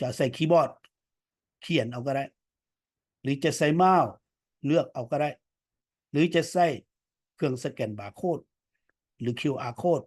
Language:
Lao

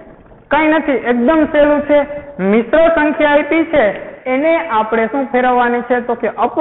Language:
Gujarati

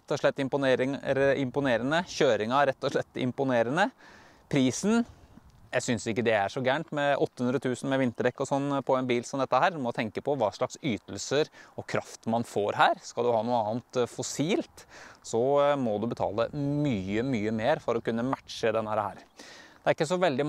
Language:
Norwegian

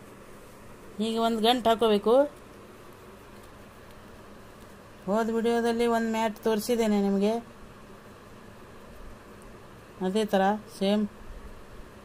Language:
Kannada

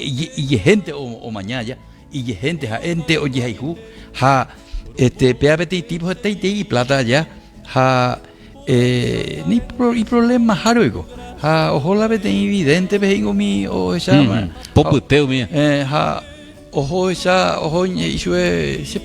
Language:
Guarani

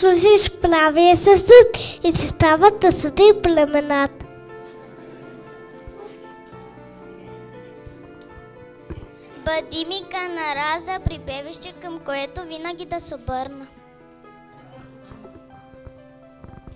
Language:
Bulgarian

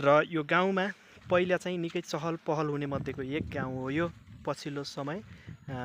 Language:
Nepali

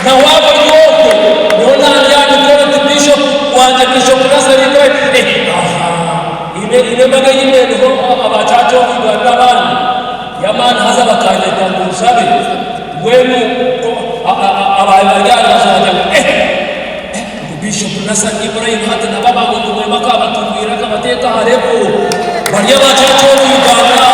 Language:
Nyankole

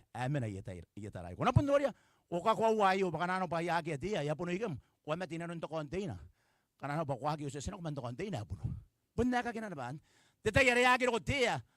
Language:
Gilbertese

